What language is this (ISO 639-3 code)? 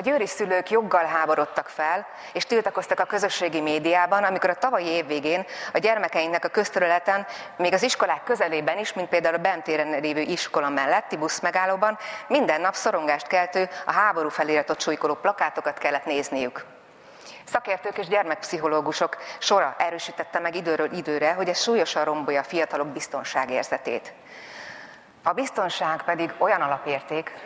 hun